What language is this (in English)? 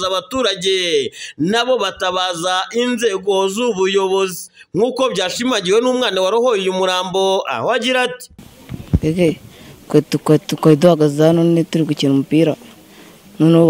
Kinyarwanda